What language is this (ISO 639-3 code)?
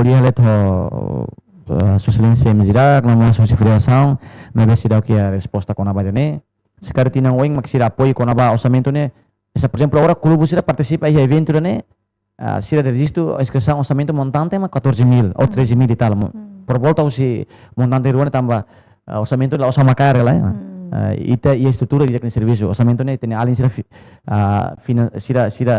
tet